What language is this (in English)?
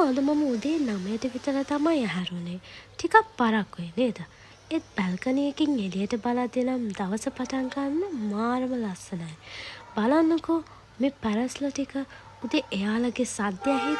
Sinhala